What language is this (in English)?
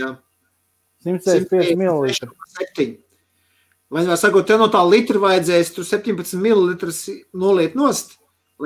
Latvian